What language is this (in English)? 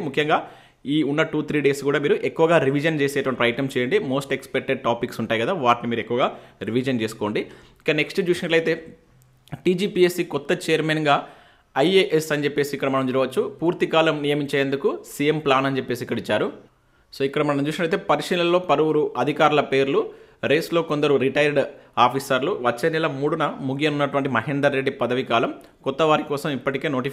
Telugu